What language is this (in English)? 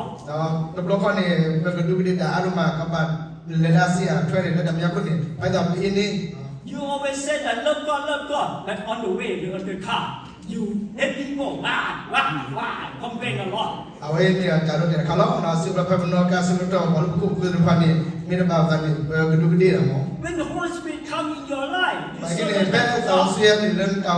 S'gaw Karen